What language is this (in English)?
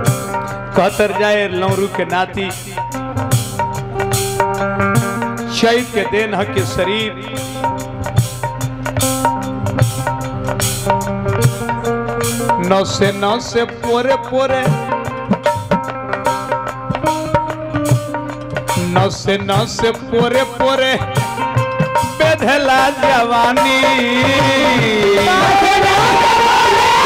Bhojpuri